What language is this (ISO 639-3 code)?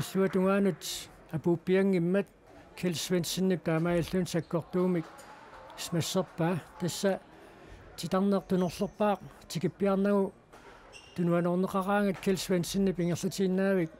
kal